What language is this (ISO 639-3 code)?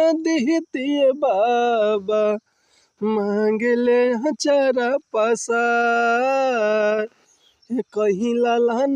bho